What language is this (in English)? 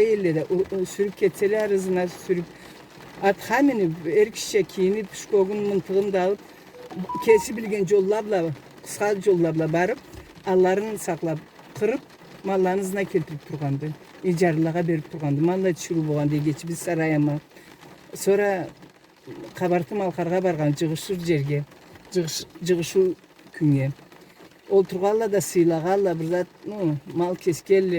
Karachay-Balkar